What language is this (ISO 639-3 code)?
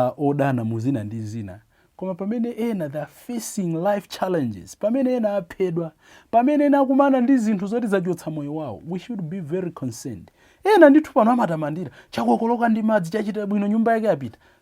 nya